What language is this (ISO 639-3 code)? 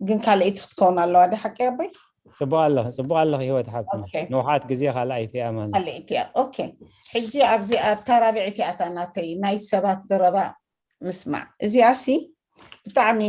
tir